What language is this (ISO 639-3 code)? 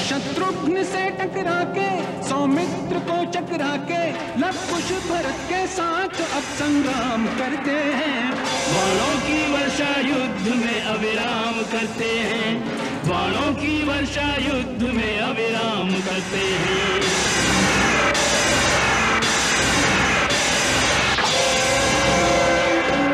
hin